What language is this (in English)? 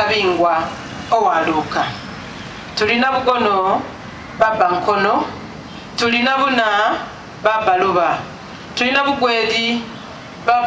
Soga